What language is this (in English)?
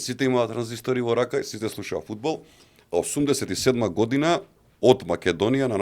Macedonian